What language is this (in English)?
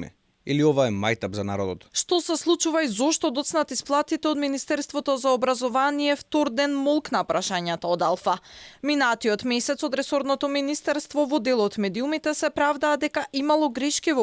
Macedonian